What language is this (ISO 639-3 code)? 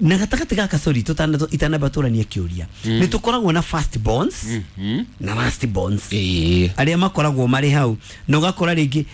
kik